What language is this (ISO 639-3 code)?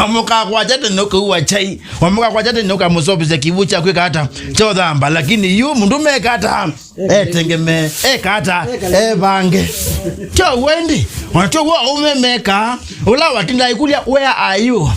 kam